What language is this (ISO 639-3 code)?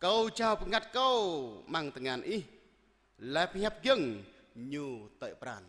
jra